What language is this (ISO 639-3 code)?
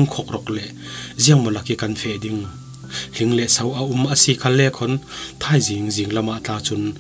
cfm